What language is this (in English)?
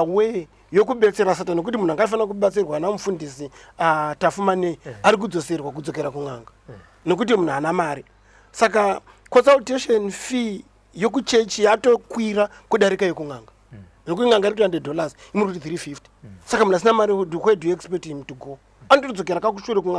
Shona